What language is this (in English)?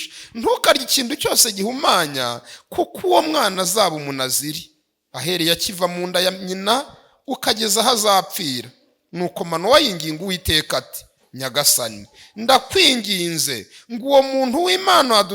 Kinyarwanda